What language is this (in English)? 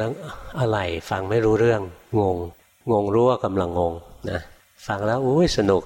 Thai